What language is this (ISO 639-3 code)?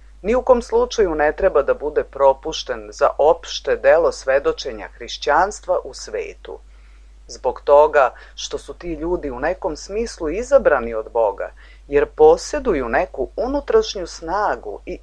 srp